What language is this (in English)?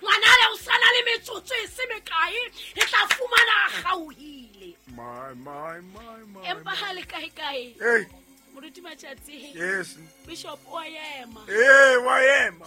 Southern Sotho